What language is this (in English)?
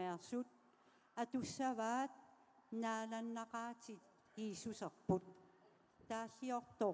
Kalaallisut